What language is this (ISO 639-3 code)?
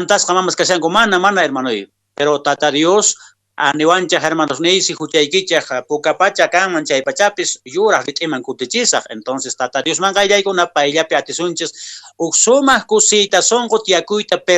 que